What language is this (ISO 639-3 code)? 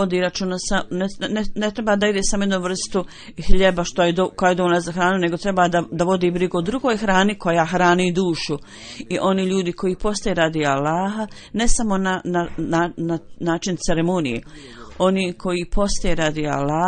bos